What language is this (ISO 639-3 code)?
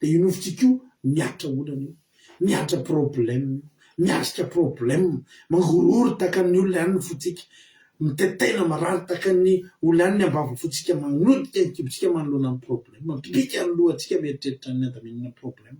mlg